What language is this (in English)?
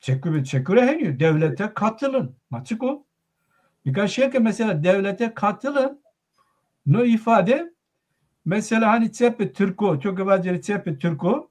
Zaza